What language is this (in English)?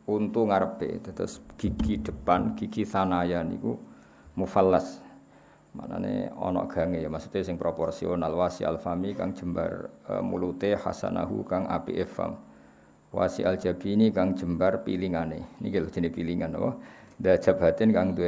Javanese